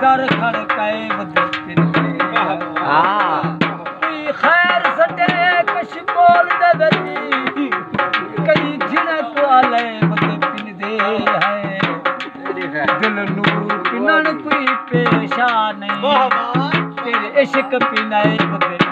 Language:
Saraiki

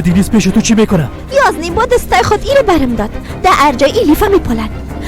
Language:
Persian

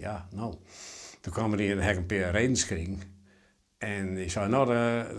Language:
Western Frisian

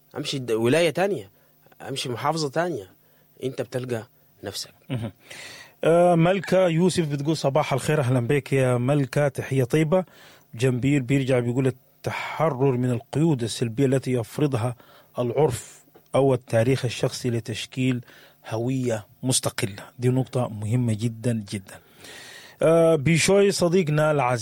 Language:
Sudanese Arabic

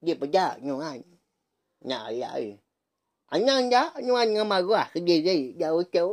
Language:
Iban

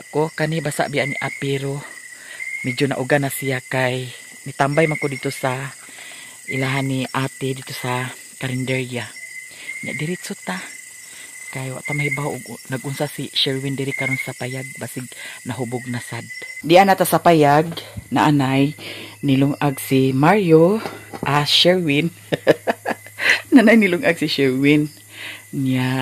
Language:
Cebuano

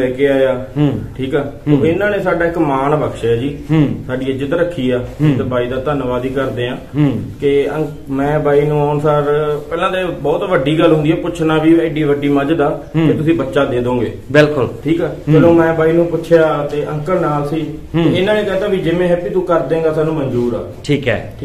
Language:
Punjabi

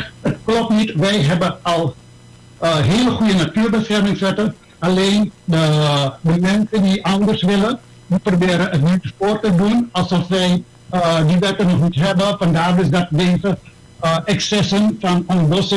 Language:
Dutch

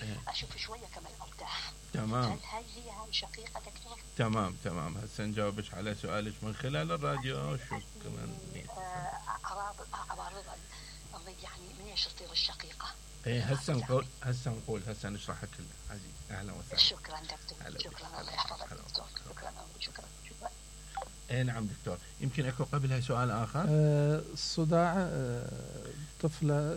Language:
Mesopotamian Arabic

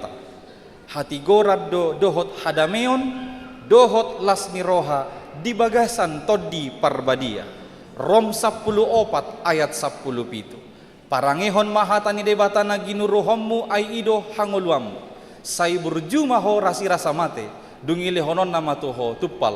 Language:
Batak Toba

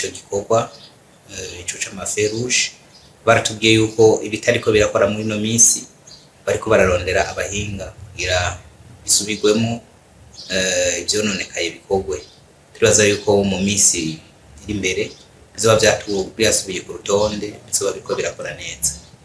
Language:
Rundi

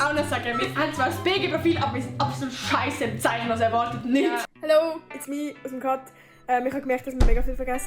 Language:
Swiss German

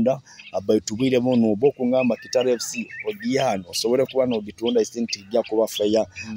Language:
Nyoro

